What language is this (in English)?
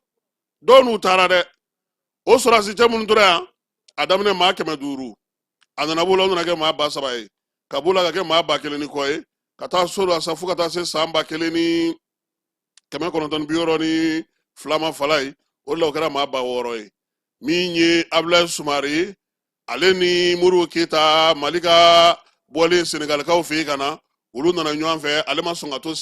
Bambara